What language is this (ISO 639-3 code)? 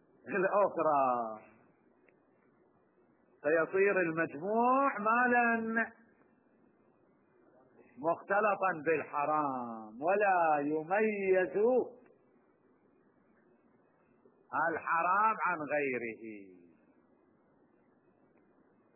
ara